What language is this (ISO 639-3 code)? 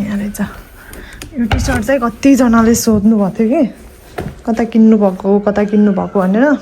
nep